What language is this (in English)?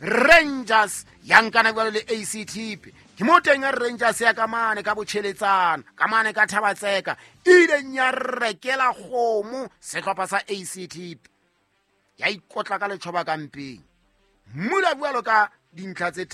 Southern Sotho